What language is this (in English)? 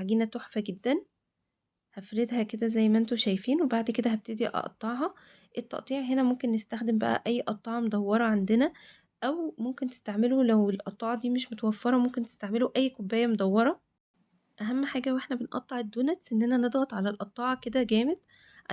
Egyptian Arabic